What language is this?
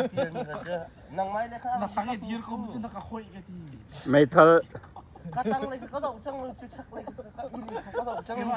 Mizo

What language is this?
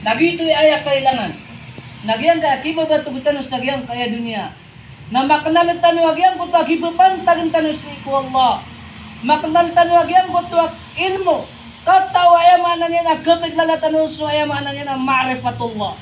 Maranao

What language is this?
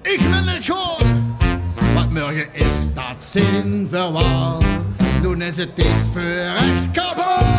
Limburgish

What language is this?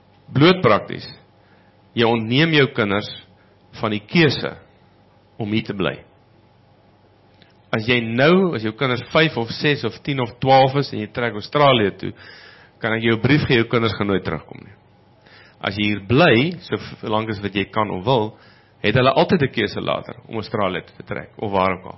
Afrikaans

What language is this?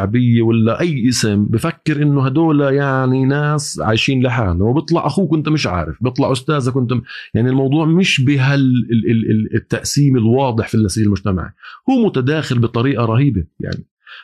North Levantine Arabic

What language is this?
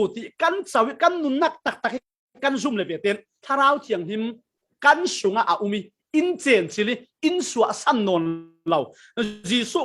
Falam Chin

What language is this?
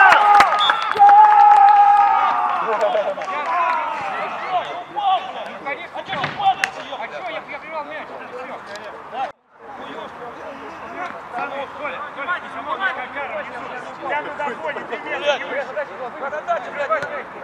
Russian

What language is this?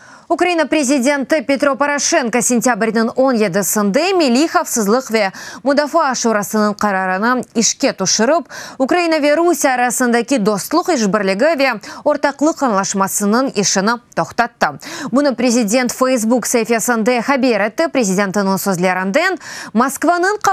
Crimean Tatar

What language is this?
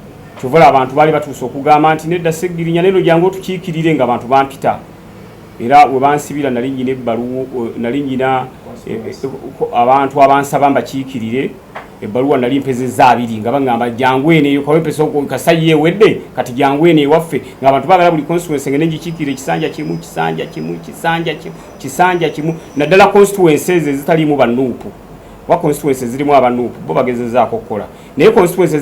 Ganda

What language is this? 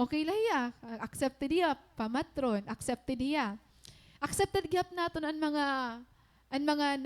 Waray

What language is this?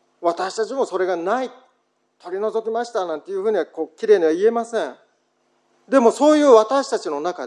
Japanese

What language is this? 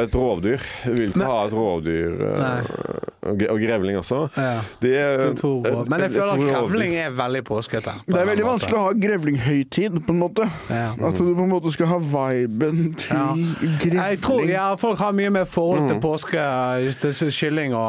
Norwegian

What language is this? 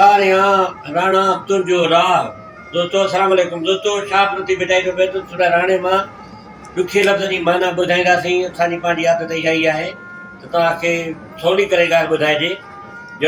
Sindhi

